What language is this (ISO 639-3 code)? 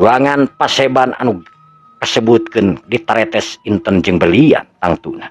sun